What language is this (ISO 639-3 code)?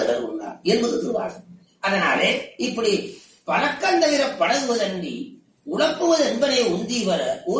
tam